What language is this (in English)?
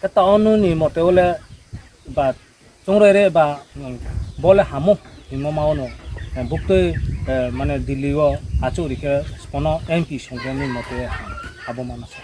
Riang (India)